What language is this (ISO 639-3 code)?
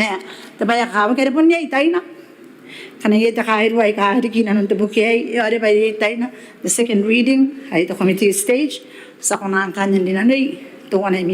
gil